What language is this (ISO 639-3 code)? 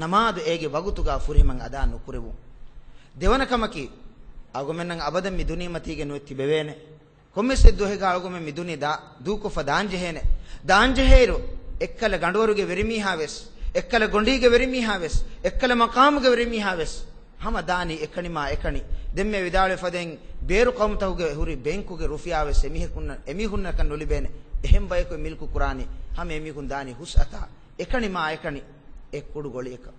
div